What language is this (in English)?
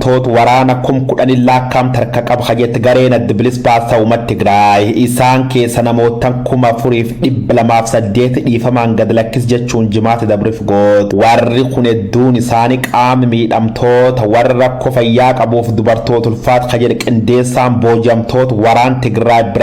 Oromo